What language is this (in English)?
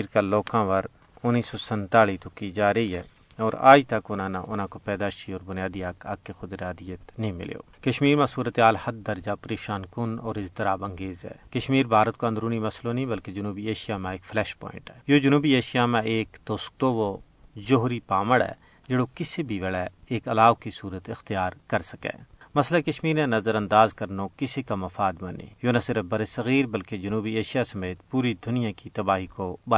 Gujari